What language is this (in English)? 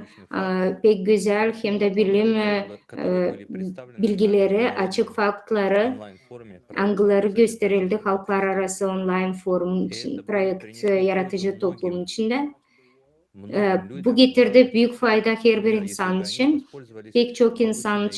Gagauz